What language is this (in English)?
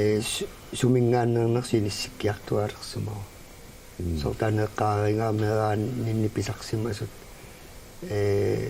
Kalaallisut